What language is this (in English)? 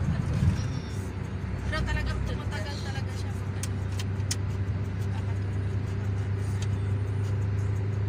Filipino